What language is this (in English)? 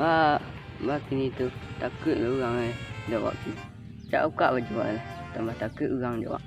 Minangkabau